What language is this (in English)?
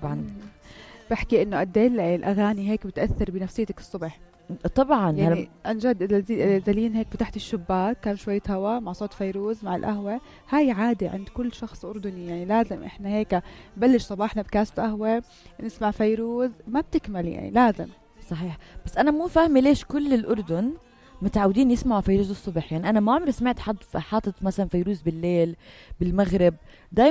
North Levantine Arabic